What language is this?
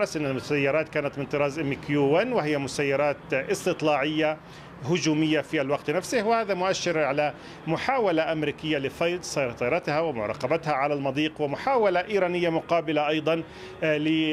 Arabic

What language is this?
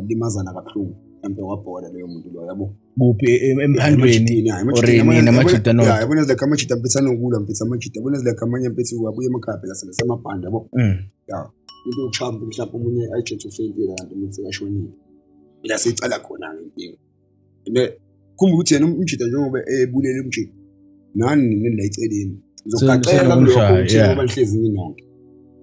Zulu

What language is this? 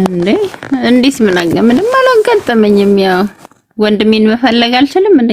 Amharic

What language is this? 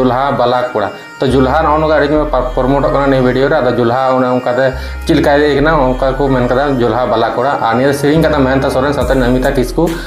Santali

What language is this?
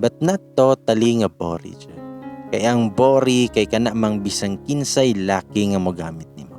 Cebuano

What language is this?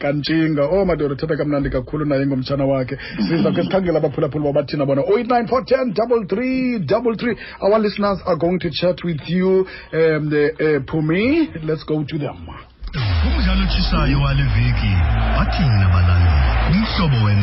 Xhosa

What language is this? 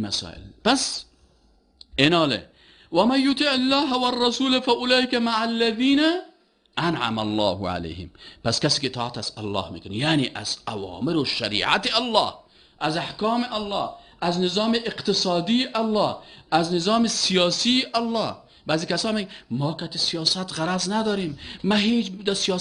Persian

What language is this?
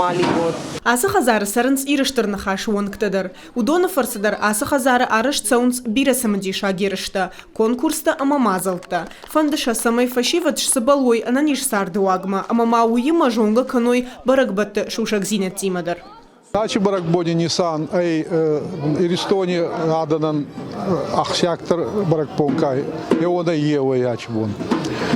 Ossetic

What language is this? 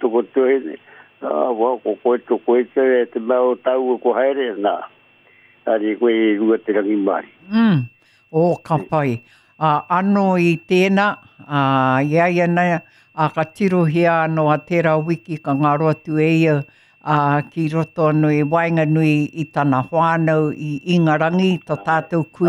Māori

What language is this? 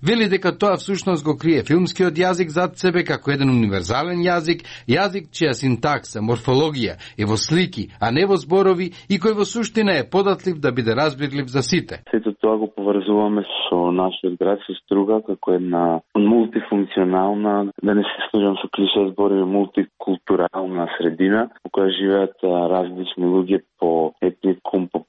Macedonian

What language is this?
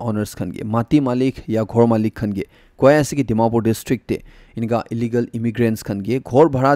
Naga Pidgin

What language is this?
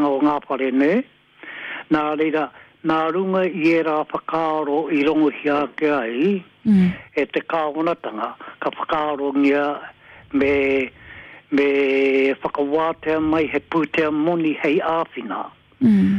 Māori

